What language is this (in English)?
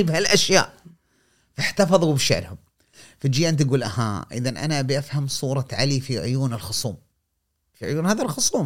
Gulf Arabic